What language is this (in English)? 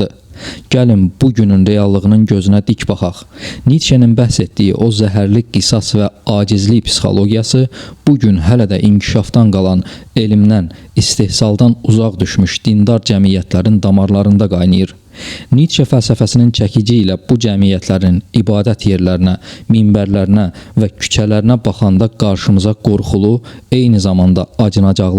Azerbaijani